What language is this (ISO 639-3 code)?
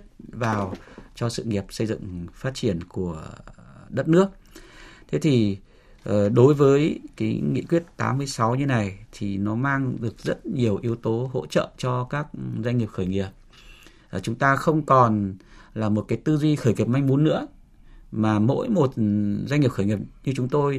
vie